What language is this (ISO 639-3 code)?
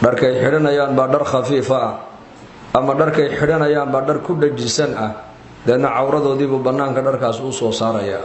som